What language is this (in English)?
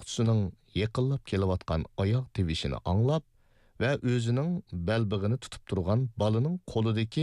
Uyghur